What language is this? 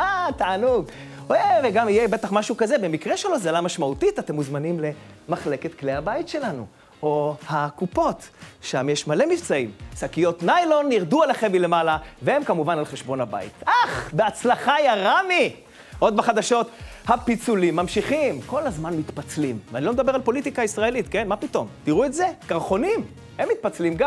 Hebrew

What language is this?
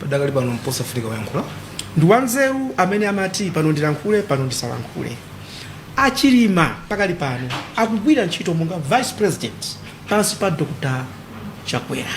Nyanja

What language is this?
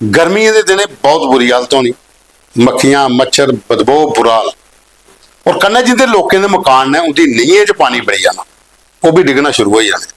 Dogri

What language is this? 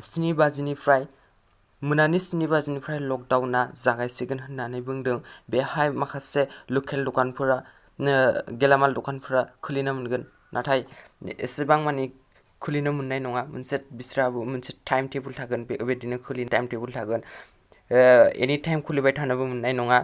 Bodo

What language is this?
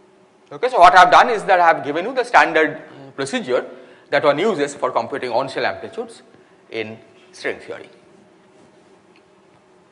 English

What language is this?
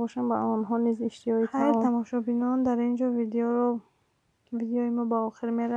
Tajik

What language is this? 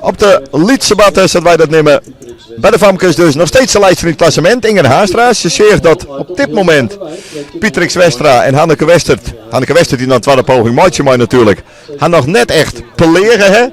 Western Frisian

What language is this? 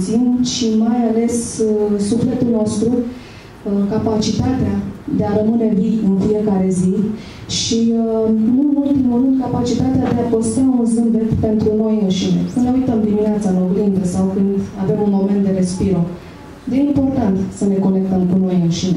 Romanian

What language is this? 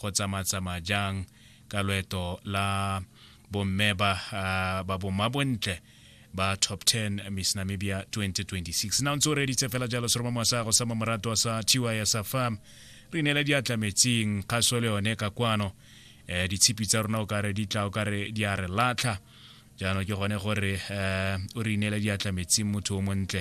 Tswana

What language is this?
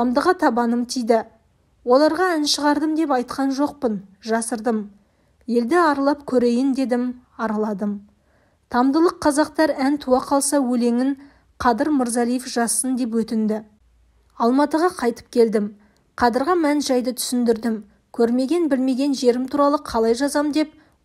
Kazakh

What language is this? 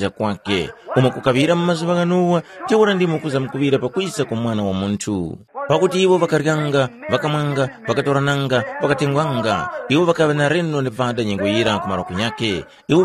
Tumbuka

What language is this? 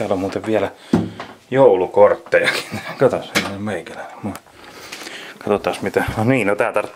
Finnish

